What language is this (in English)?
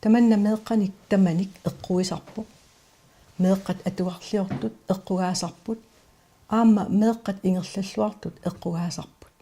Kalaallisut